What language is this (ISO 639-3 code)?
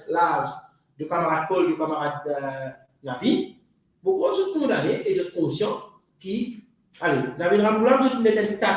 mfe